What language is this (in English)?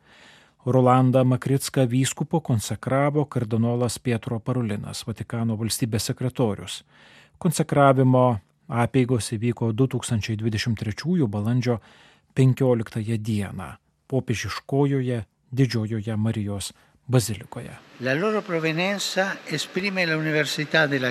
Lithuanian